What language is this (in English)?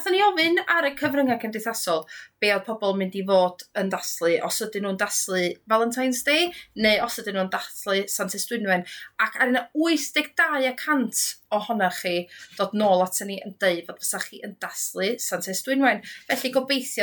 Welsh